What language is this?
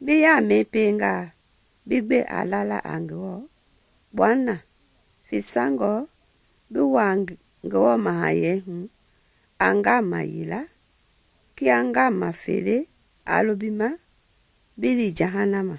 Mende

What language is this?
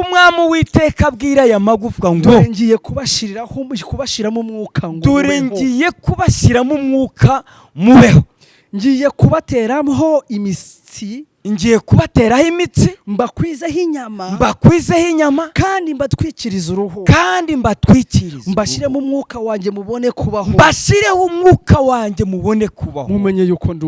Kinyarwanda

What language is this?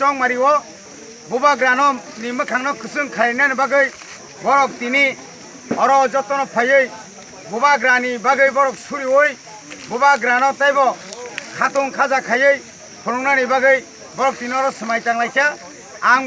Kok Borok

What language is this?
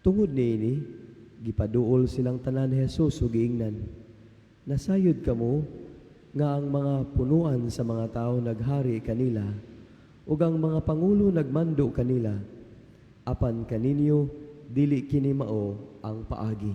Cebuano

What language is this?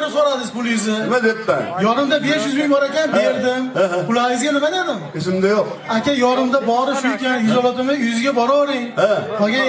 Uzbek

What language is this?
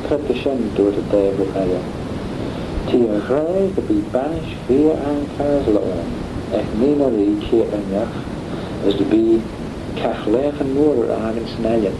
Manx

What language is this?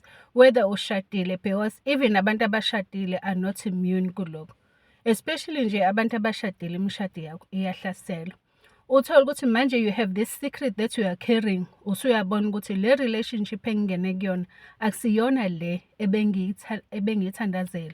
Zulu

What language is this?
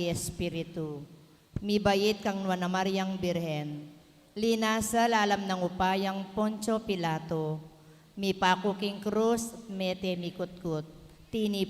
Pampanga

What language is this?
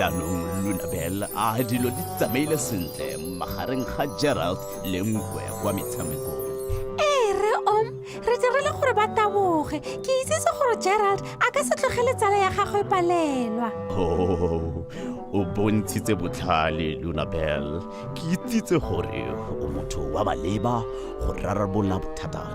Tswana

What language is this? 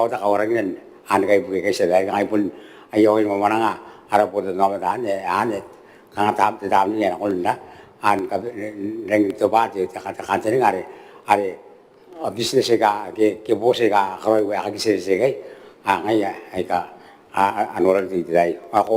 Gilbertese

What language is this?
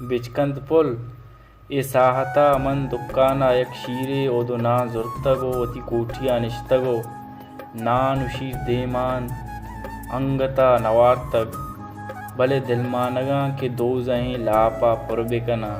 Baluchi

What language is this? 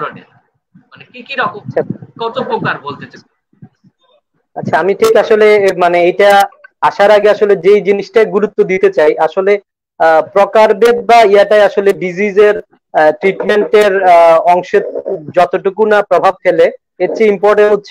Bangla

